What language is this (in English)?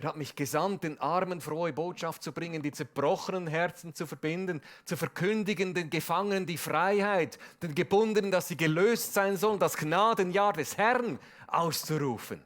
Swiss German